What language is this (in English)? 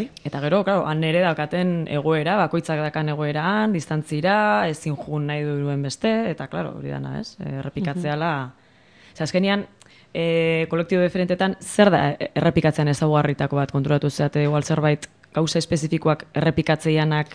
Basque